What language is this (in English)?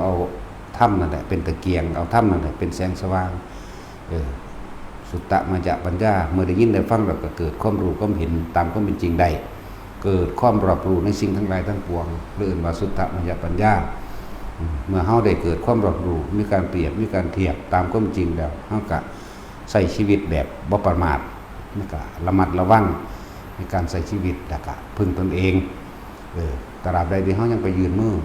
Northeastern Thai